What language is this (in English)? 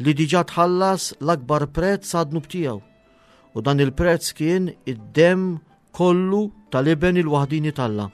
Maltese